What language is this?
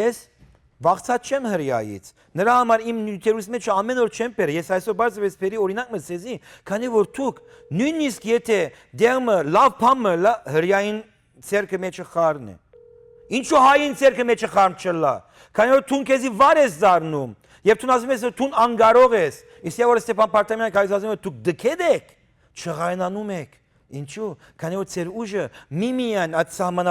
Western Armenian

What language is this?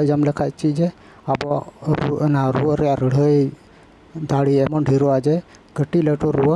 Santali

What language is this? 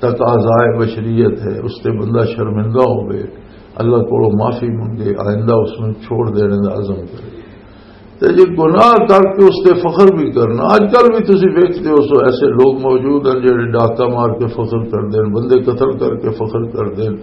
Western Panjabi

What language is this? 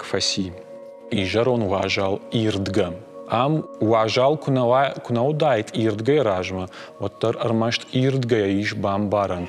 Ossetic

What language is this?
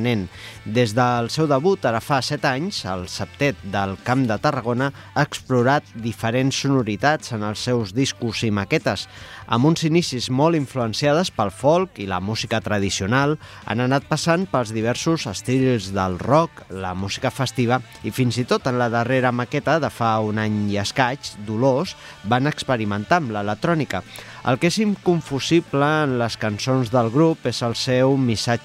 Catalan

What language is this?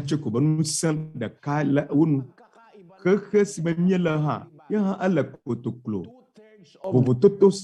Ewe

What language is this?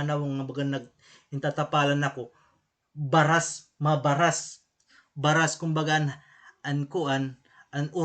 Waray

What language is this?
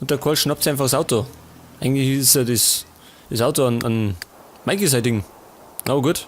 Bavarian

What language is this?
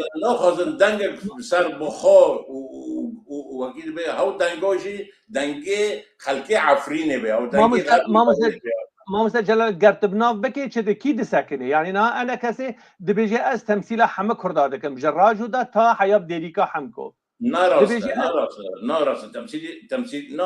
Kurdish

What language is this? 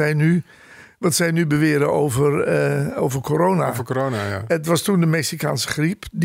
Dutch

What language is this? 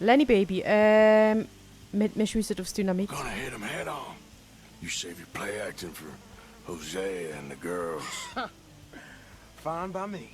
Swiss German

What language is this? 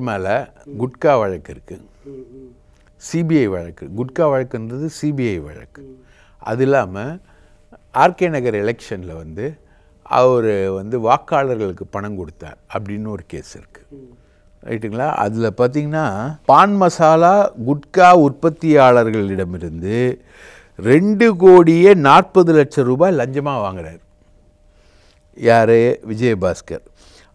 Tamil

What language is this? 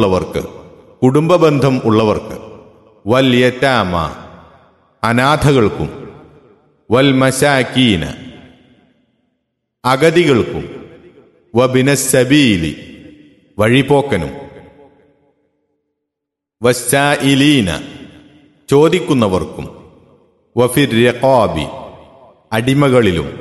Malayalam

